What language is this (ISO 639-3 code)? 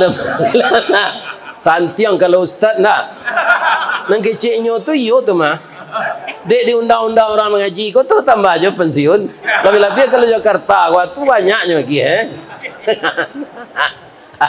min